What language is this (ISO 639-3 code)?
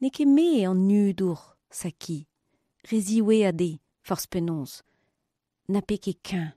bre